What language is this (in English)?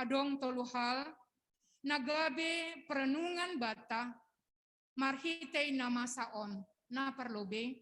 Batak Simalungun